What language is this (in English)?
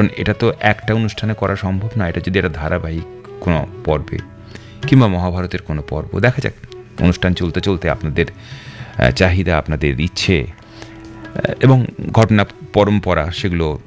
Bangla